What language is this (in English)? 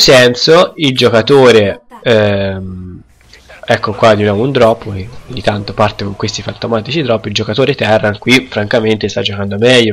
Italian